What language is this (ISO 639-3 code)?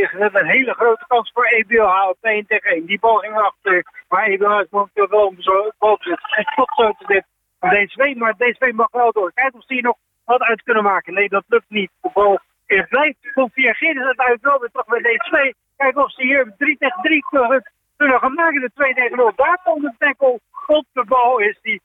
nld